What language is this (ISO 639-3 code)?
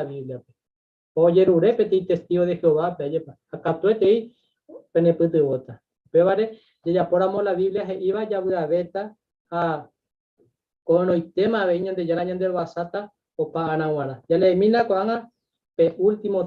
grn